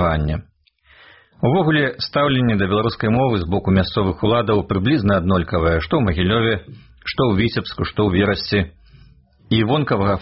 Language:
Belarusian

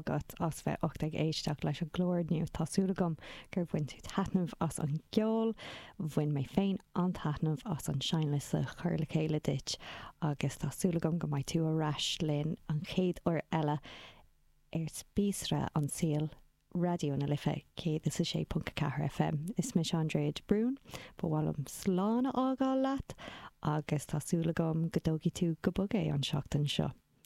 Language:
Irish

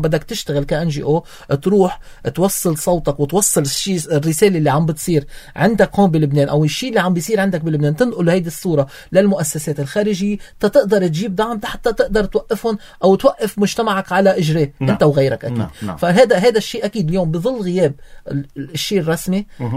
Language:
North Levantine Arabic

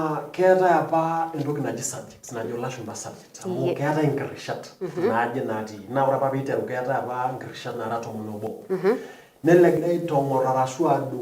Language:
Masai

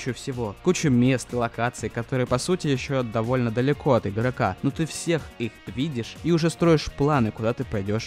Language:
Russian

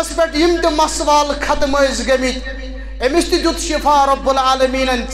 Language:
Kashmiri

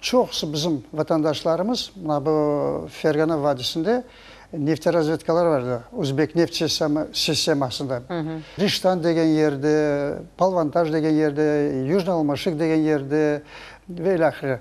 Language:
Crimean Tatar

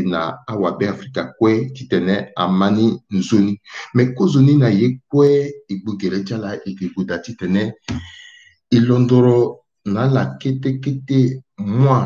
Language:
Sango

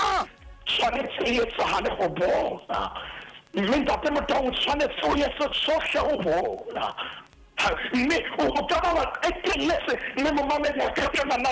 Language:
Southern Sotho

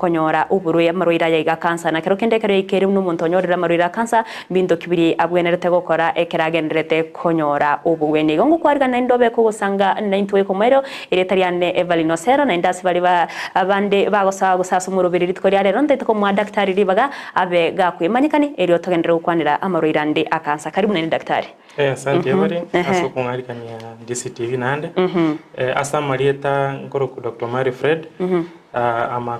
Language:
Gusii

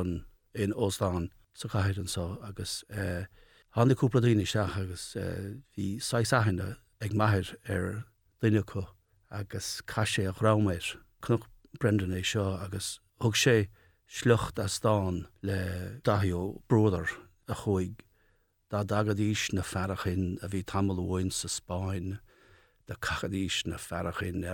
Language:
Irish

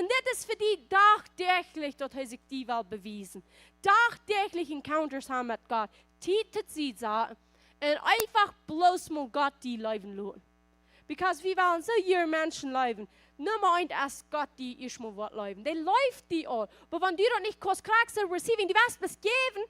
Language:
Plautdietsch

